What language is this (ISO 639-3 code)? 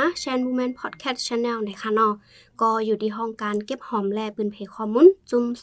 shn